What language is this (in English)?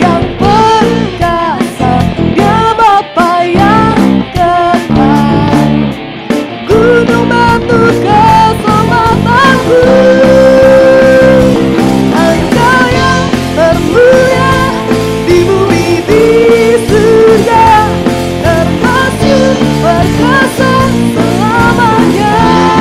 Indonesian